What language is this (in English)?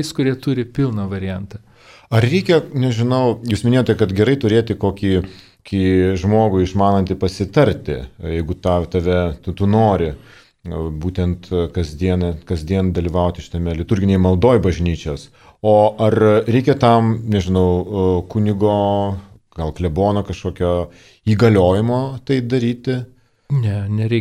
Lithuanian